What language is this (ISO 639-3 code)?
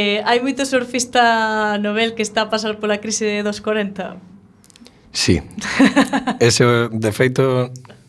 glg